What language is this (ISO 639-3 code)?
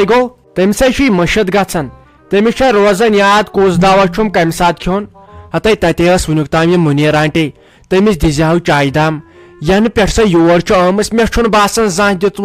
kas